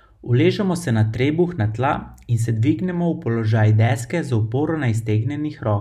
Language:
Slovenian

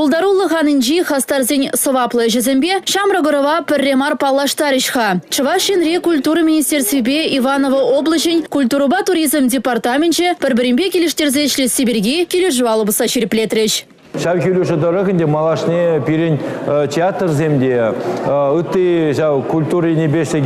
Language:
Chuvash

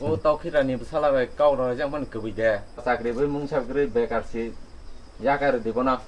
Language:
Kok Borok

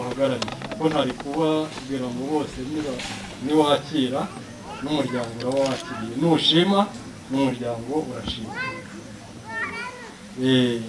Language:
Kinyarwanda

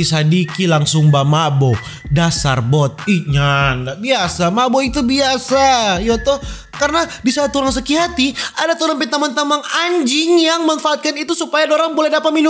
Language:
Manado Malay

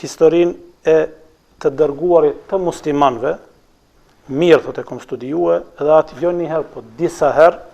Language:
Albanian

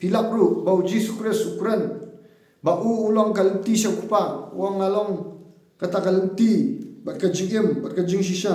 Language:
Khasi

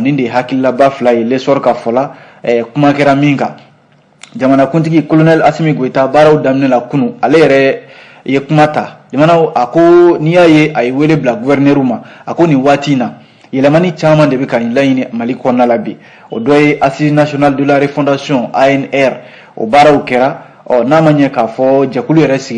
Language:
Bambara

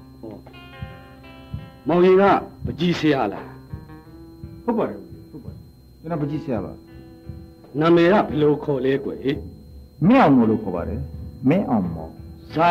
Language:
Burmese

